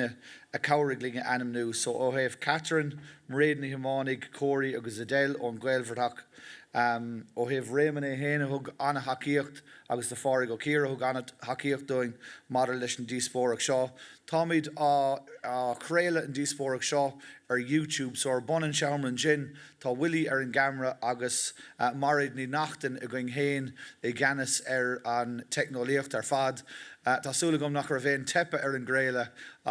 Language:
Irish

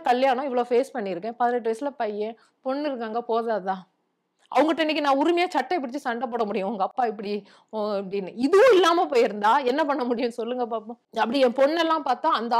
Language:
Tamil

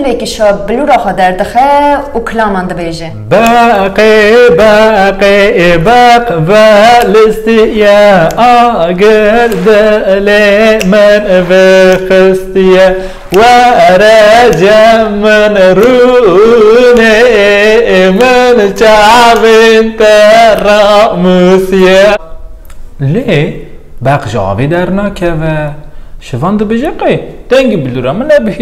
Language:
Kurdish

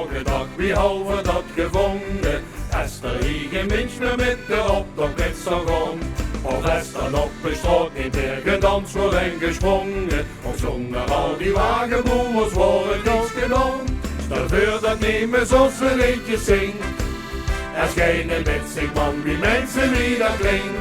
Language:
Limburgish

